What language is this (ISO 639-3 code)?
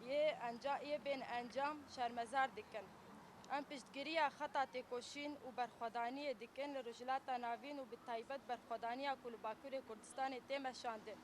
kur